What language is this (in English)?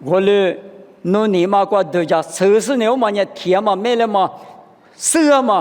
Lisu